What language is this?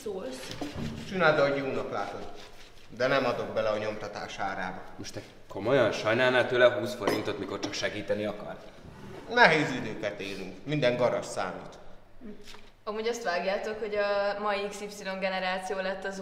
Hungarian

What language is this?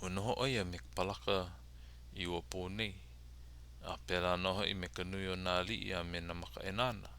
Hawaiian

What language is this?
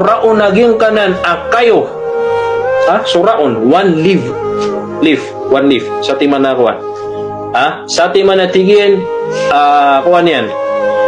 Maranao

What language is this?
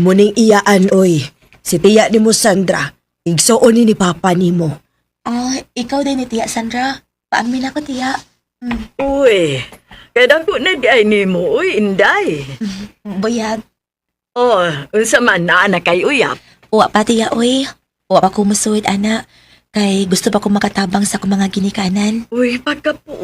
Cebuano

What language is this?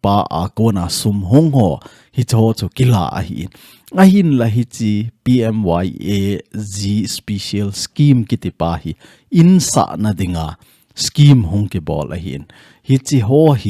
Thado Chin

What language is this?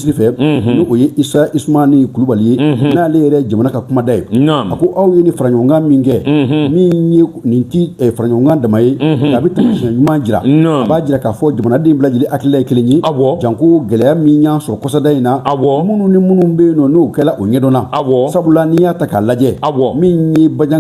Bambara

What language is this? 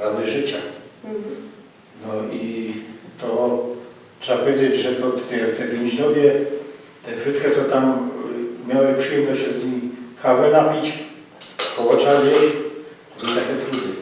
Silesian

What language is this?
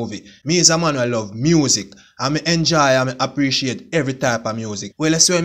Jamaican Creole English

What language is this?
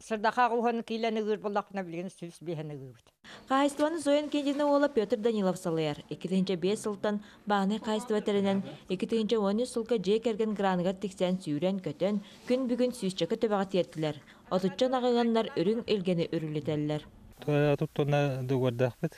Yakut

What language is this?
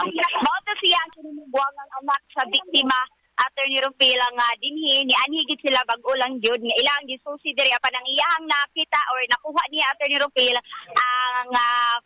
Cebuano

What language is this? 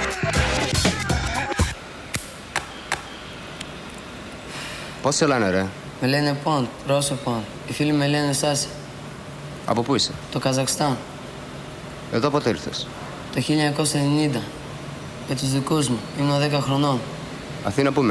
Greek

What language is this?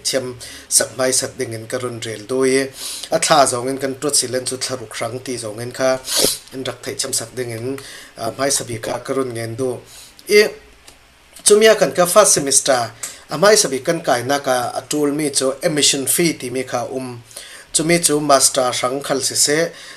Falam Chin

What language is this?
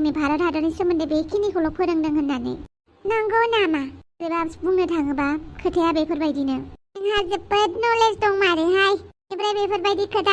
Bodo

